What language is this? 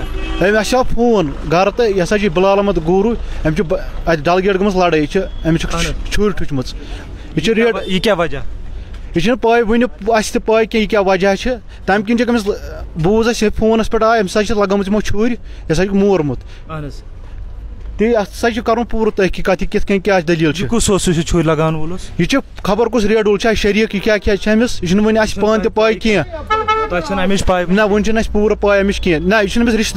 Kashmiri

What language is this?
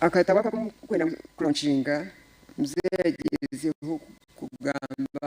Nyankole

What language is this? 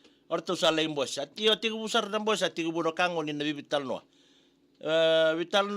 Fijian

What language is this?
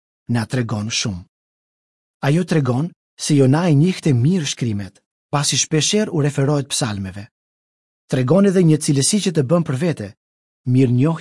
Albanian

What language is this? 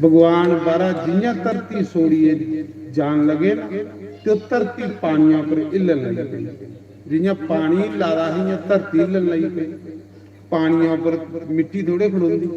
Dogri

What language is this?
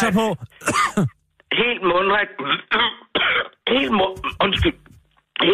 Danish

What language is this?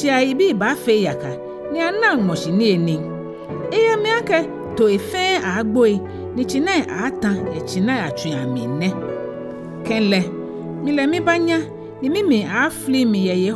Ga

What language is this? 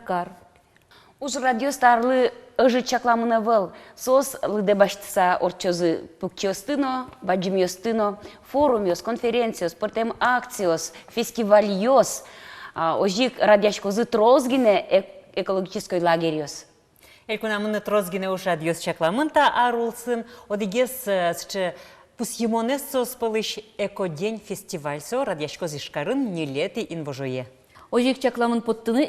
Udmurt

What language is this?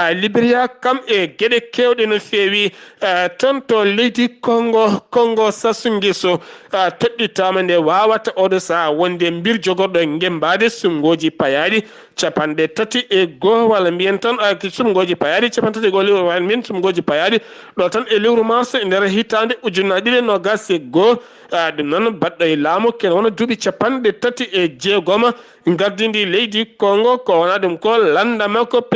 Fula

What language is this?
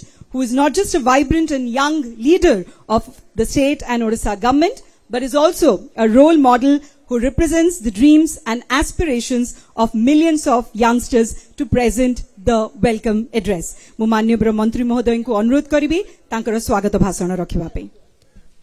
Odia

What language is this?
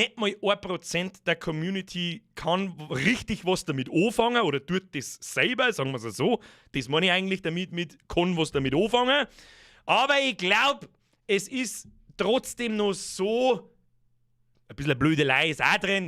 Bavarian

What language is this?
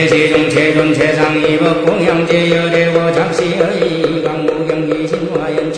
Korean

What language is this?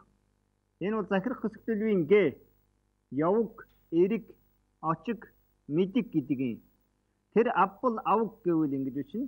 Mongolian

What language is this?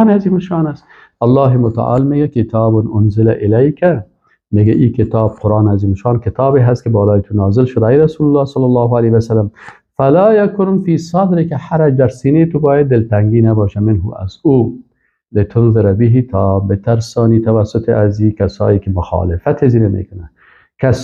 Persian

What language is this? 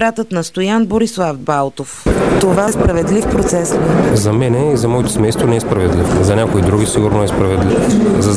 Bulgarian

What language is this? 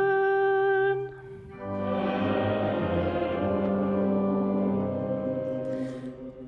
Swedish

